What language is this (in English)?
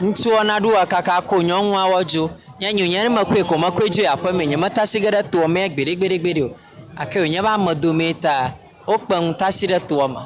Ewe